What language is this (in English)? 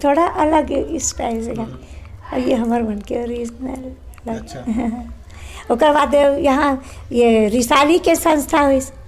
Chhattisgarhi